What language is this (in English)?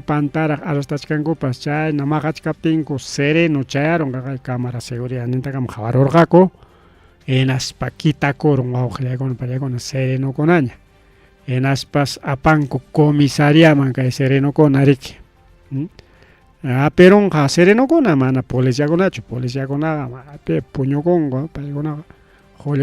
Ayacucho Quechua